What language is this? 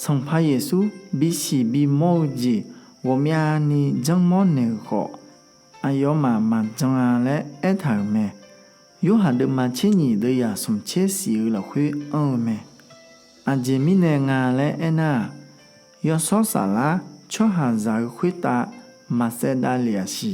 Akha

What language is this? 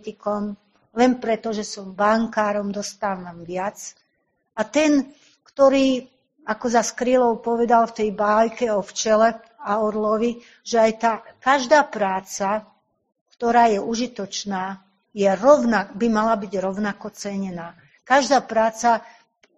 Slovak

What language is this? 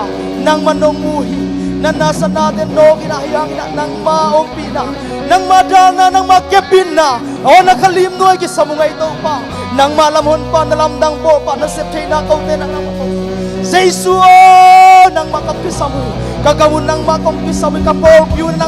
Tedim Chin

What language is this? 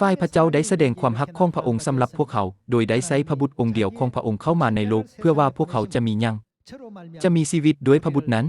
Lao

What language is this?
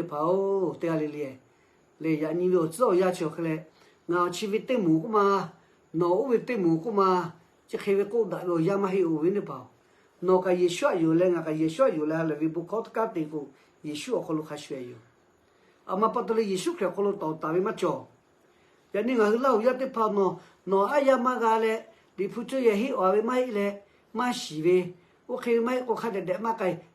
Lahu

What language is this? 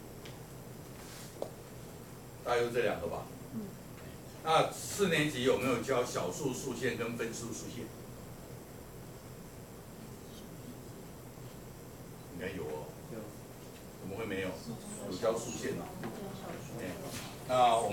Chinese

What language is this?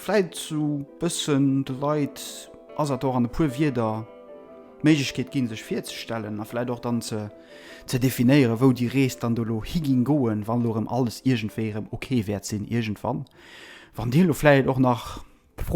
Luxembourgish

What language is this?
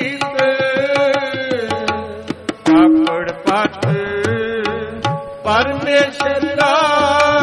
Punjabi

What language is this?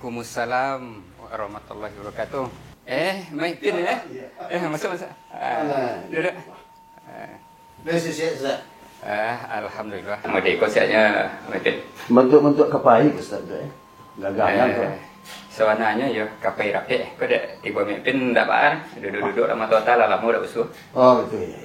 Minangkabau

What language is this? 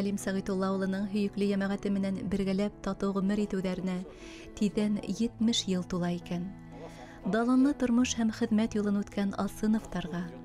Bashkir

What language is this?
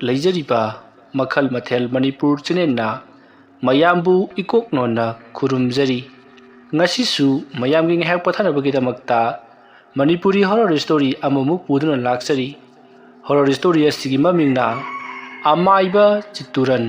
Manipuri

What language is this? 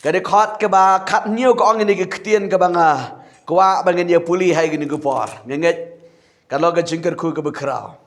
Khasi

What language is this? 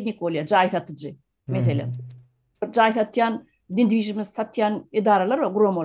Turkmen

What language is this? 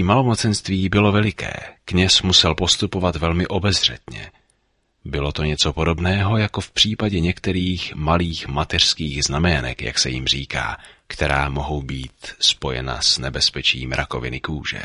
Czech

